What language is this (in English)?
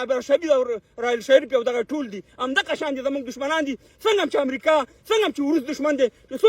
Pashto